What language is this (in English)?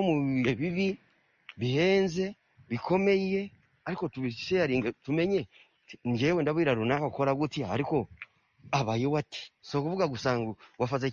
Kinyarwanda